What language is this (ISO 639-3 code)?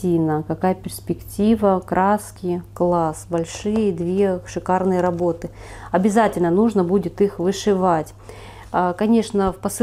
rus